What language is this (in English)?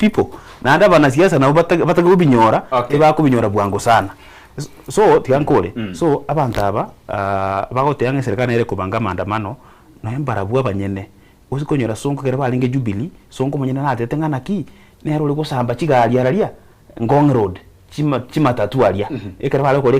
Gusii